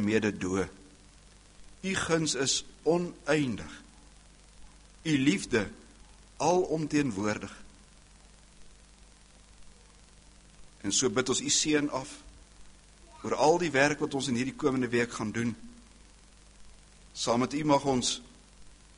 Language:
Afrikaans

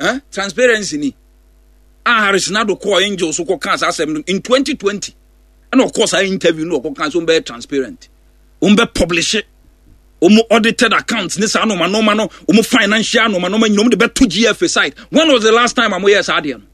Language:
Akan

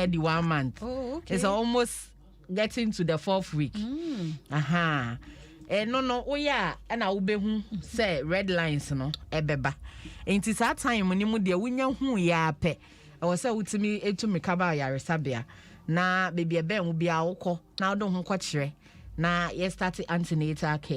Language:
Akan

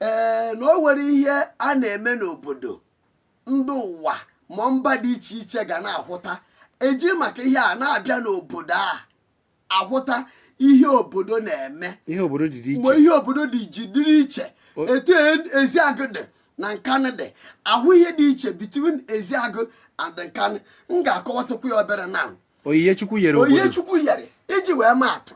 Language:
Igbo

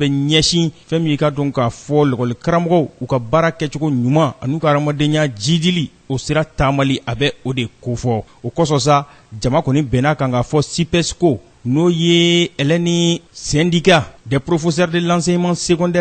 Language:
Bambara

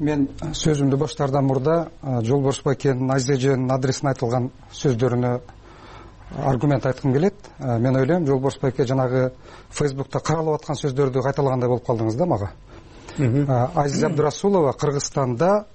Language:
Kyrgyz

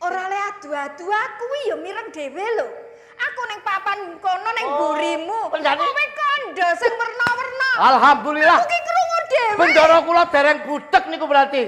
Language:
Javanese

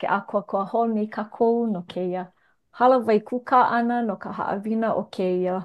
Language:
Hawaiian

